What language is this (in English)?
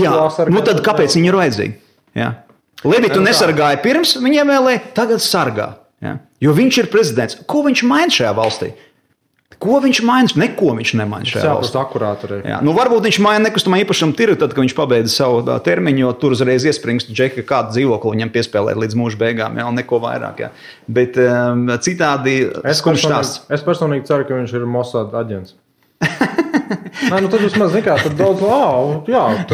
Latvian